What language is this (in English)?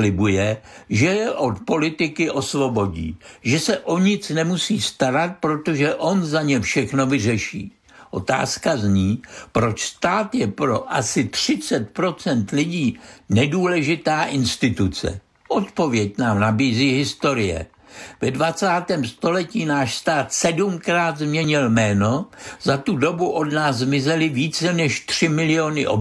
Czech